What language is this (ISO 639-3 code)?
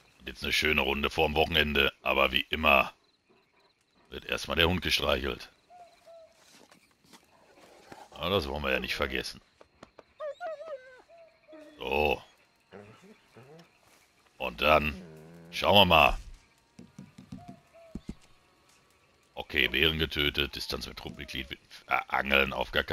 deu